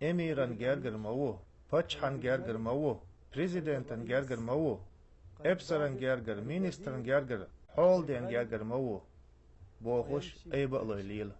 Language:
Chechen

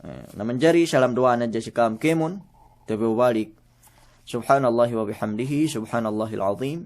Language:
Yakan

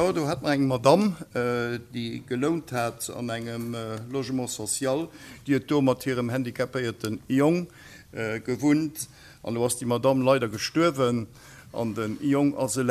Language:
Luxembourgish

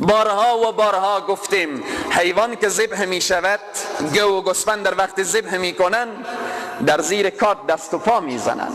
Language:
Persian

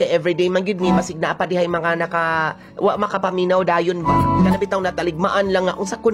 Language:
Cebuano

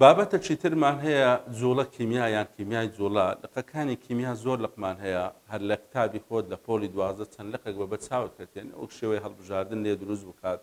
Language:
Central Kurdish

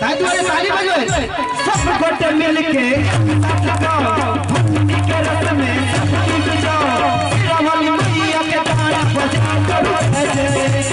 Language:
Maithili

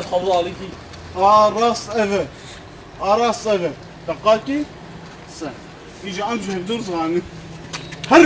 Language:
Kurdish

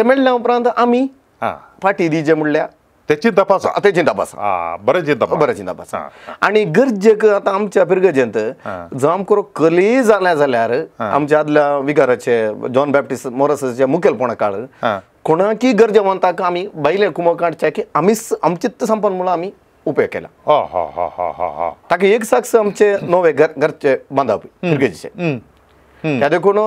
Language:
Konkani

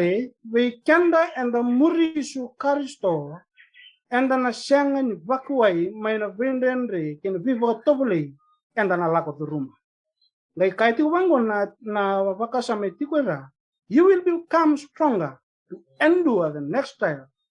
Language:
Fijian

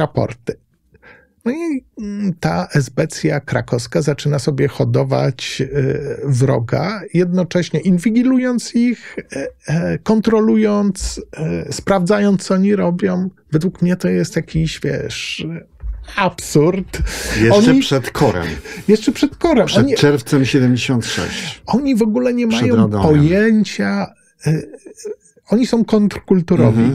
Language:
Polish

